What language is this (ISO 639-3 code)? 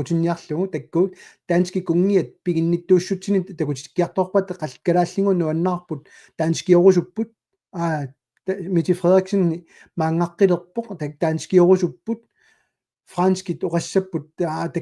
kal